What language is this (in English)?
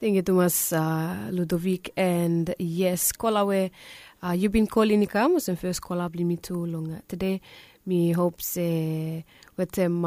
Bislama